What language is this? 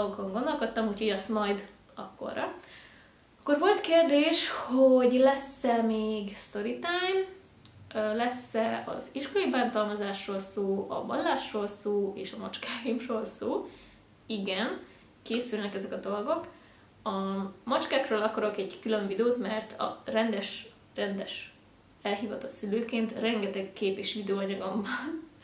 Hungarian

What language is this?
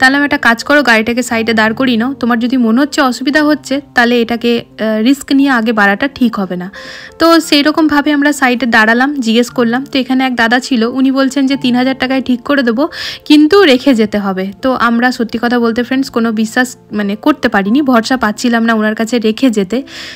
Bangla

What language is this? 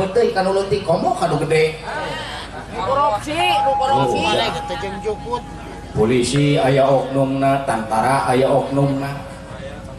Sundanese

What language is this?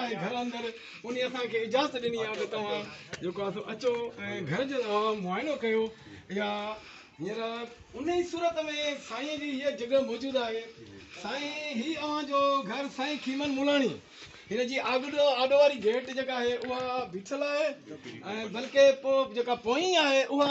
Sindhi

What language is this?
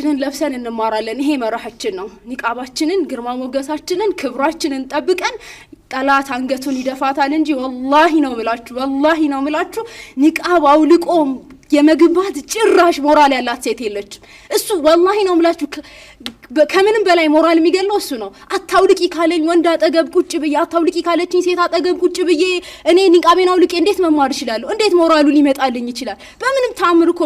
Amharic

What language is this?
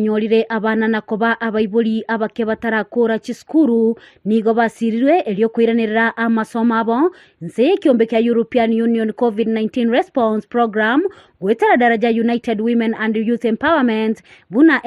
Gusii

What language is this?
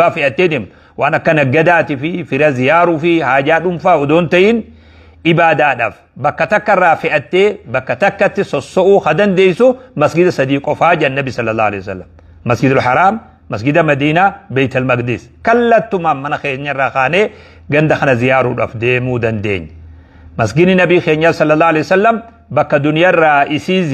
Oromo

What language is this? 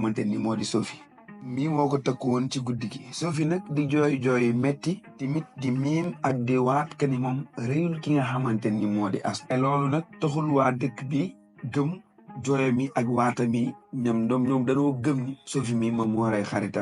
Wolof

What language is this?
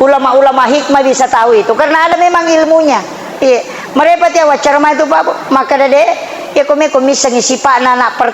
Buginese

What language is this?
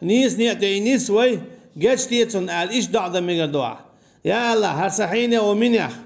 Chechen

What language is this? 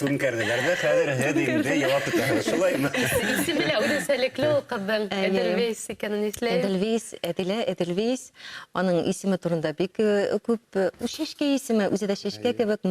Tatar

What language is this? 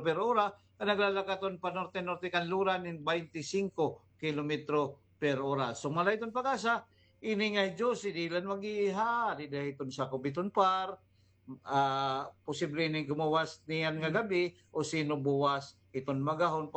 Waray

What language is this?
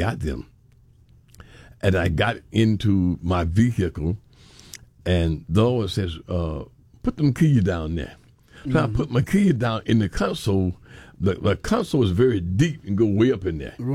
English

